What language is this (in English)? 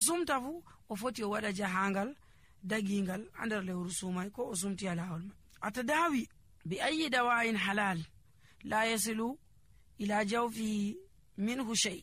Nigerian Fulfulde